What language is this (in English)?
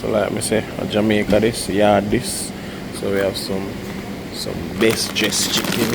Jamaican Creole English